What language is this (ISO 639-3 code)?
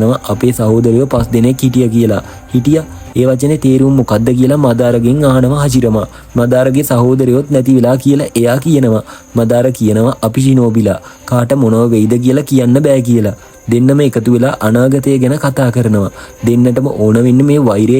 sin